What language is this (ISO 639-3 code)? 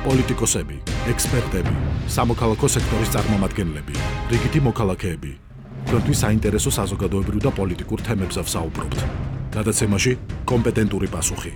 kat